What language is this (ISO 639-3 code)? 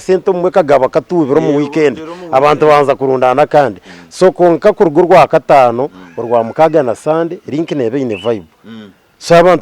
nyn